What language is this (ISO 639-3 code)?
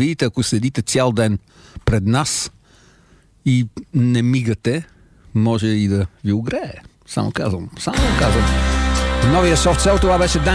bul